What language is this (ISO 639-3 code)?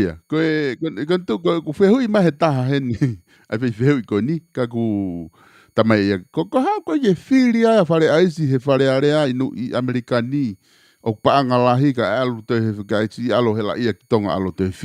ton